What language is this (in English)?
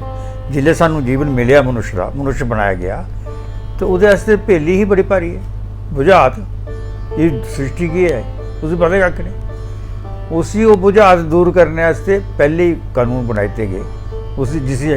Dogri